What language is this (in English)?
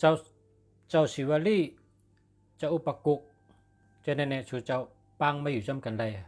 Shan